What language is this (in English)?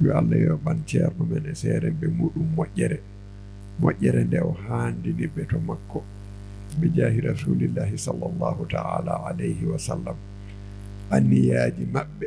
Fula